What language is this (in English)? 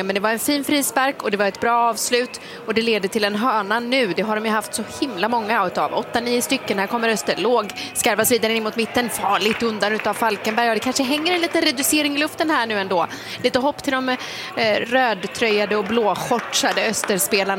Swedish